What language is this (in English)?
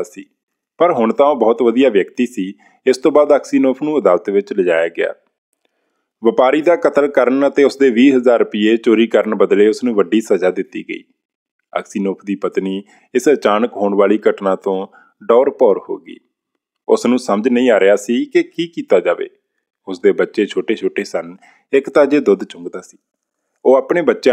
Punjabi